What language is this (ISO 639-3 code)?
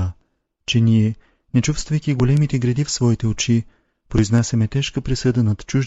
bul